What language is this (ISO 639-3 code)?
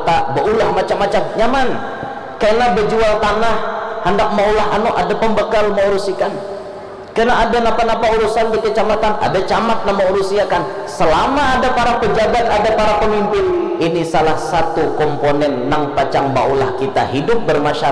bjn